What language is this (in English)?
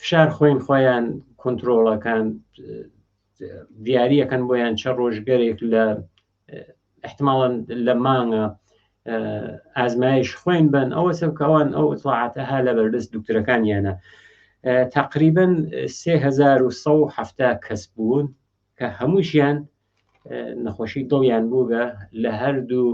Central Kurdish